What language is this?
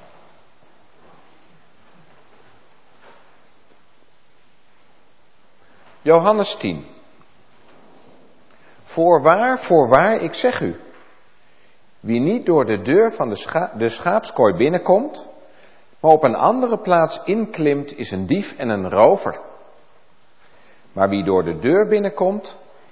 Dutch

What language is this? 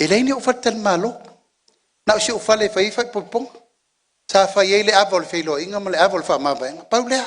Samoan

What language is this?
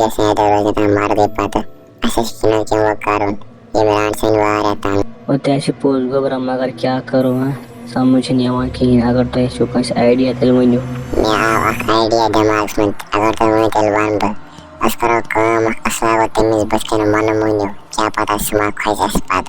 Kashmiri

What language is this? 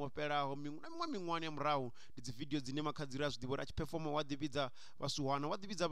Venda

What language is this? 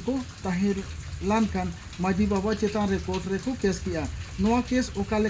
Santali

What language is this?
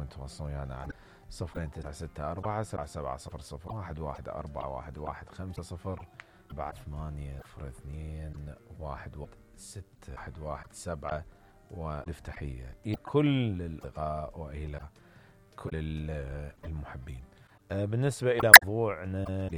Mesopotamian Arabic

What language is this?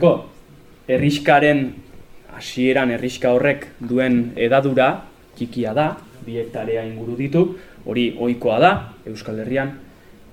Basque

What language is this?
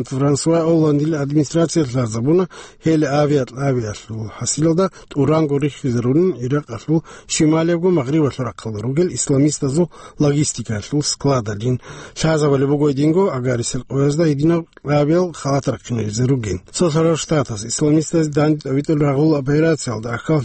Avaric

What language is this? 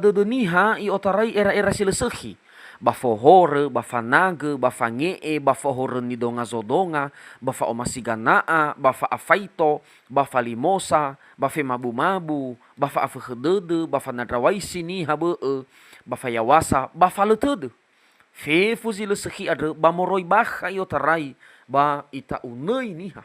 Nias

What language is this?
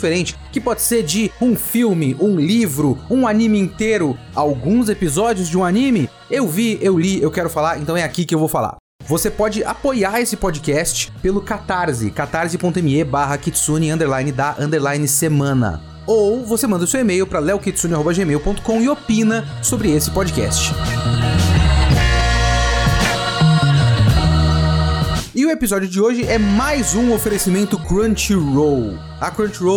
Portuguese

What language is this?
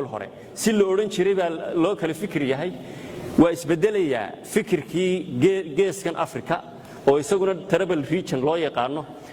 Somali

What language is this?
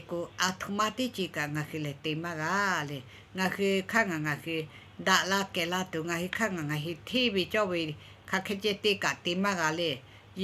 Lahu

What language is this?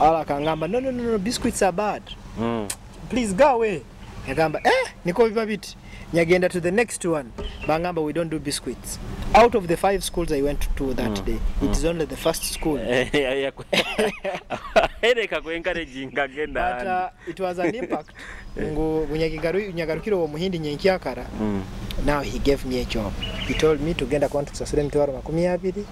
Nyoro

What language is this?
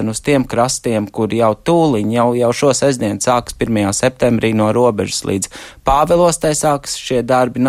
Latvian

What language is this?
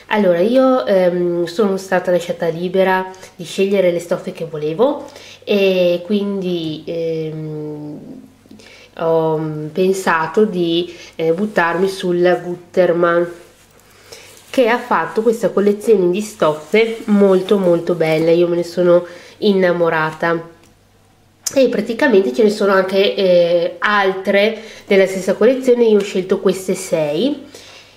Italian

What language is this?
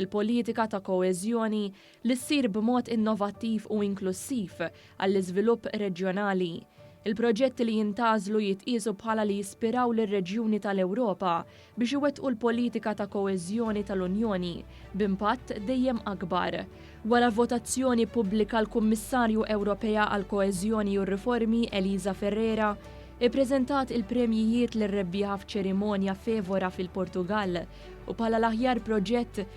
Maltese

